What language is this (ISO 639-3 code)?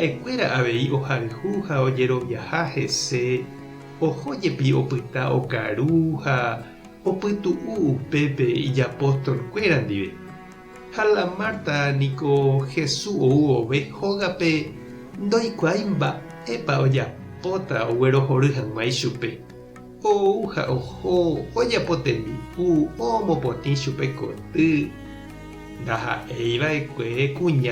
grn